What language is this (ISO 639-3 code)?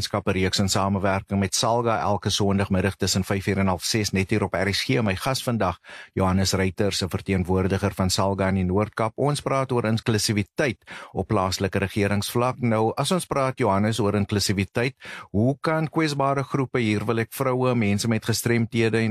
afr